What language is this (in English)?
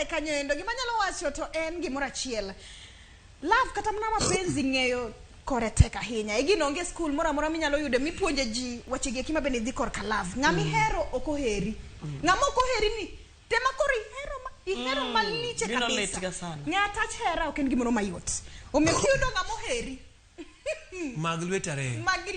Luo (Kenya and Tanzania)